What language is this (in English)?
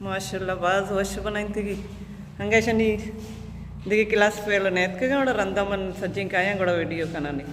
Baluchi